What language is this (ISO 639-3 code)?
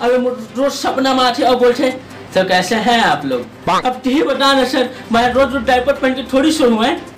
hne